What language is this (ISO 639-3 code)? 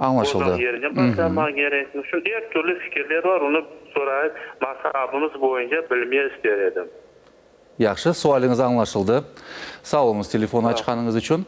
crh